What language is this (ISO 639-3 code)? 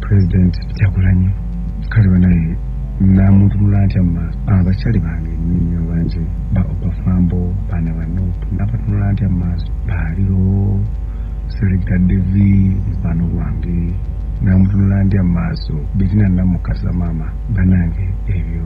lug